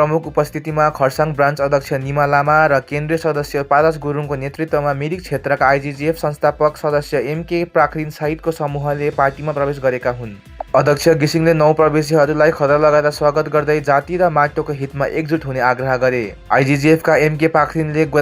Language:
Nepali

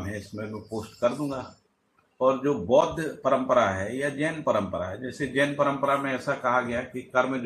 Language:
Hindi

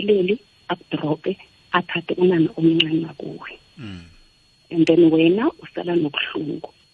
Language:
South Ndebele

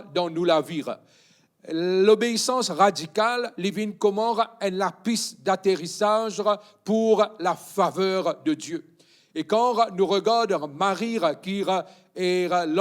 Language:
Morisyen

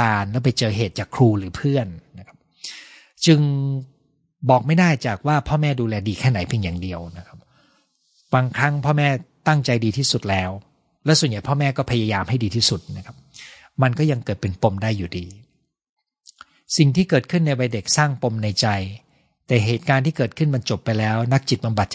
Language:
Thai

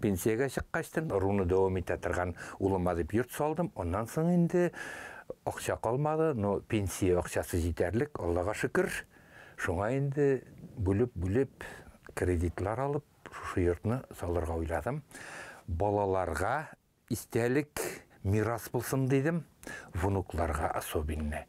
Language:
Bashkir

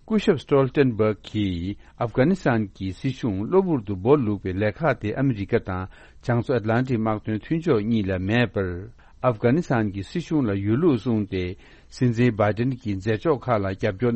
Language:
Tibetan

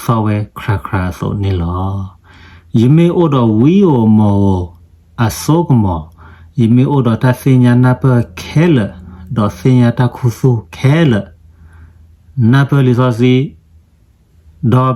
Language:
S'gaw Karen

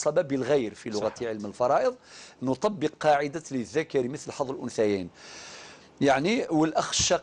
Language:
Algerian Arabic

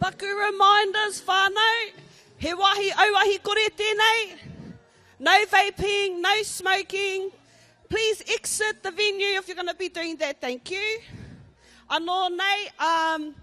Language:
Māori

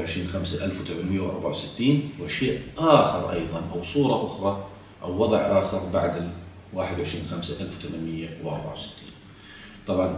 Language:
South Levantine Arabic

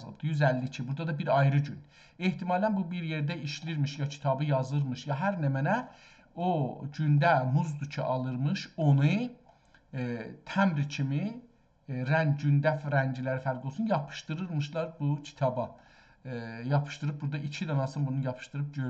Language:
South Azerbaijani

